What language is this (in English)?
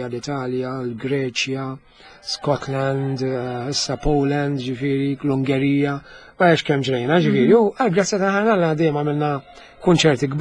Maltese